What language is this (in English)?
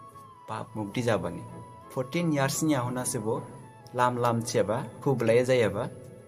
Dimasa